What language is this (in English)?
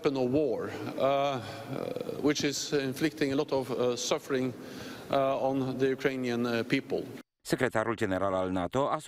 Romanian